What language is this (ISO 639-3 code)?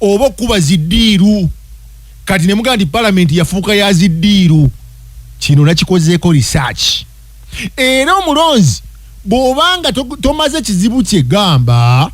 lug